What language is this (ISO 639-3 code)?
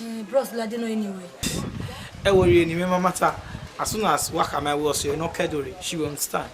bin